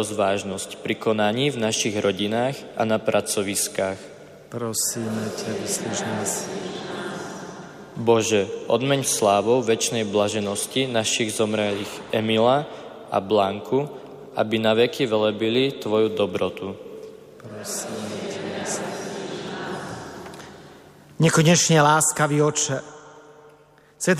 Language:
Slovak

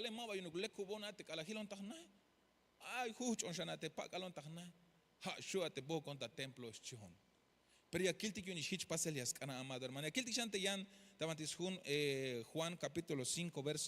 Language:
Tzeltal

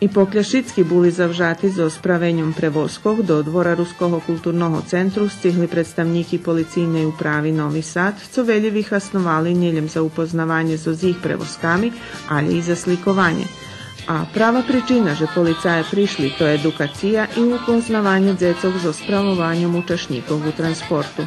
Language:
Rusyn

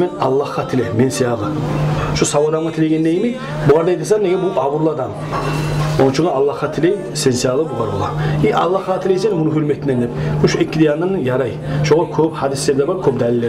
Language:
Kumyk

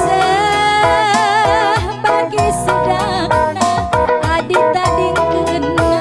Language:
Batak Karo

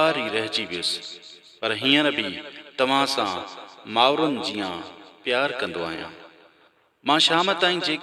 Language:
Sindhi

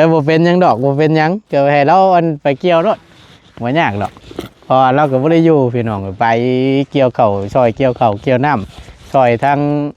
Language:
Northeastern Thai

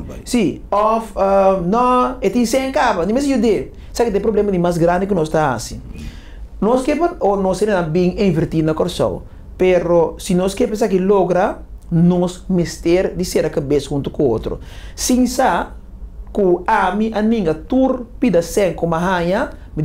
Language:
Papiamento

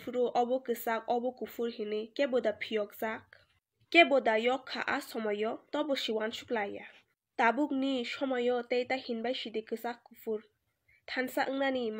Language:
Kok Borok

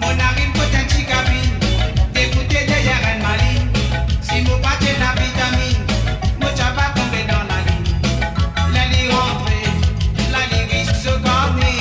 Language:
Morisyen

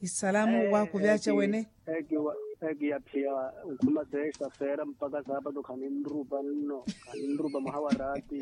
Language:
Makhuwa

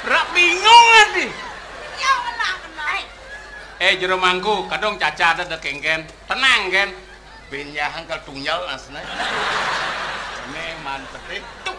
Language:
Balinese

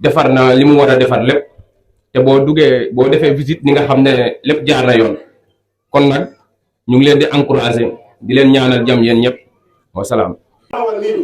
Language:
Wolof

